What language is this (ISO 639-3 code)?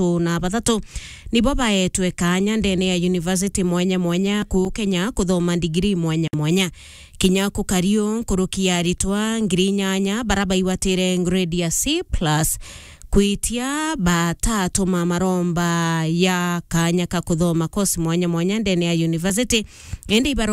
mer